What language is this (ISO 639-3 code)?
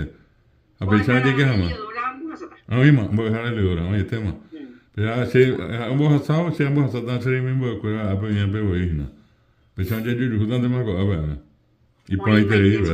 grn